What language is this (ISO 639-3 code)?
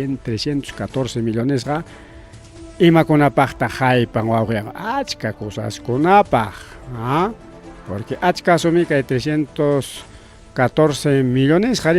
quy